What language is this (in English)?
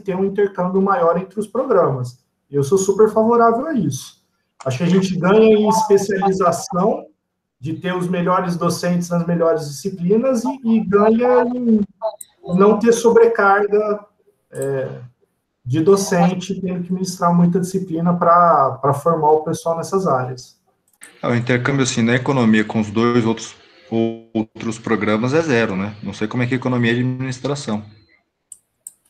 Portuguese